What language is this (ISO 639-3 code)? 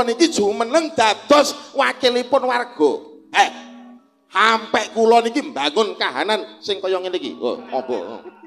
jav